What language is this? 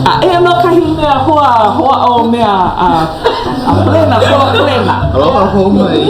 Hawaiian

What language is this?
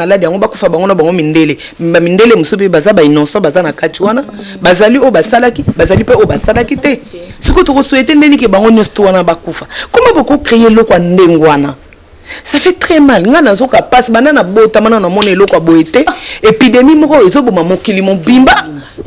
Lingala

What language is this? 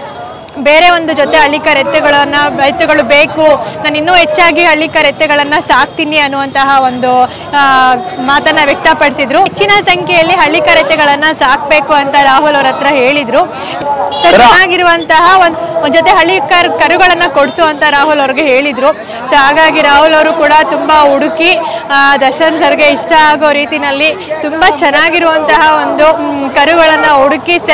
Kannada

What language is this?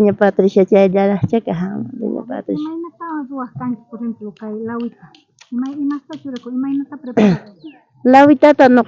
South Bolivian Quechua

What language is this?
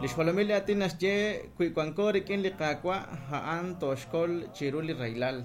Kekchí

